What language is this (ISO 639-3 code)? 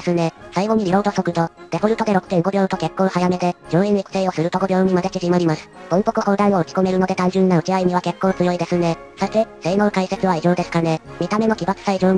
jpn